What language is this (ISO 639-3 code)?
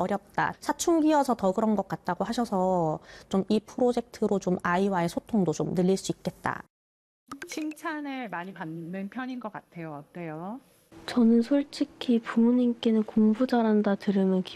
kor